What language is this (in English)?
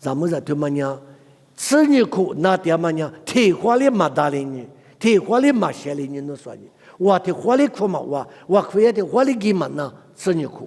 Lisu